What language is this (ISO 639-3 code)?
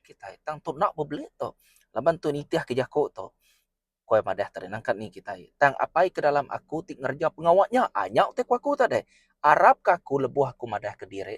iba